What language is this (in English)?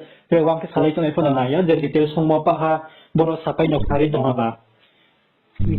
Riang (India)